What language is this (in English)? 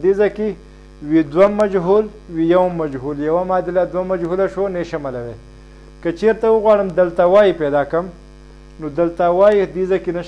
Pashto